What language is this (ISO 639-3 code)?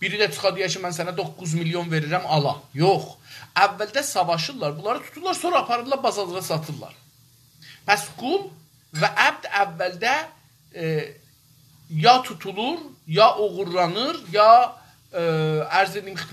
azb